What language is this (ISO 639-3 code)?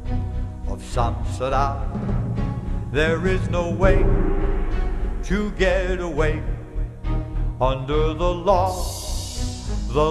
tha